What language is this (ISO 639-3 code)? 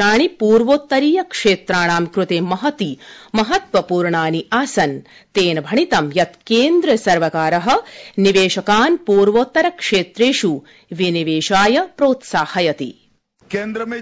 san